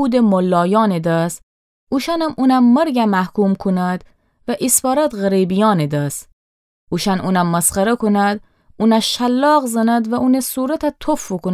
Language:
Gilaki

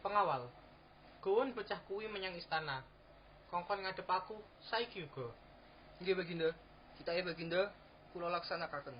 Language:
Javanese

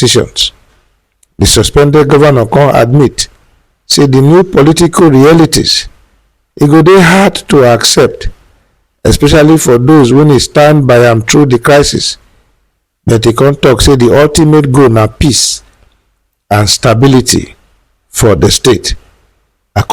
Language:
Nigerian Pidgin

